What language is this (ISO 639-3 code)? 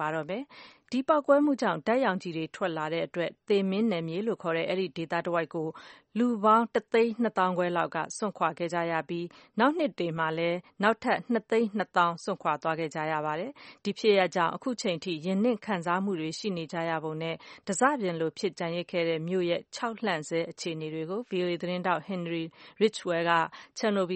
mya